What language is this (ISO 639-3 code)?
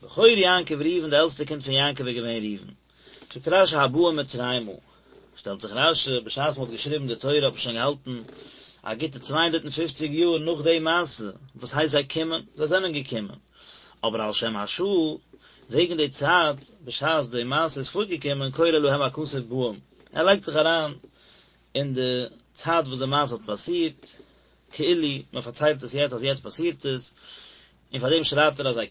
yid